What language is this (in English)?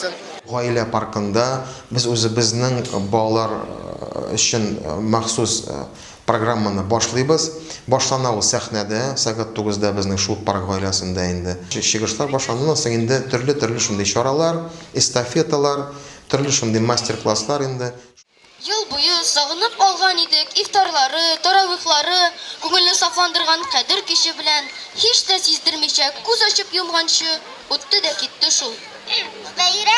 Tatar